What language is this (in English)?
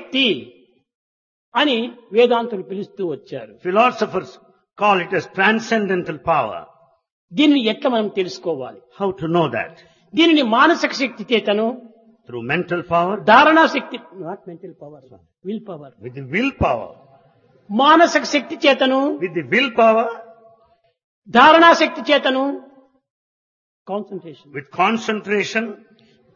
Telugu